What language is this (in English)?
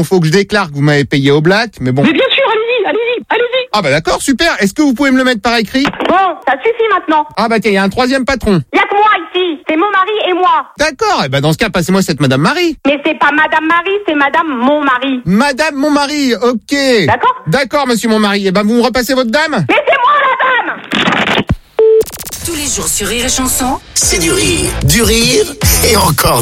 French